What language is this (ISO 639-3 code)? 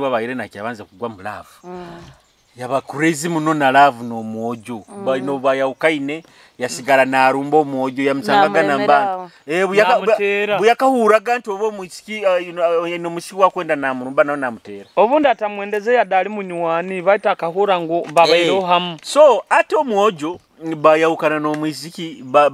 nyo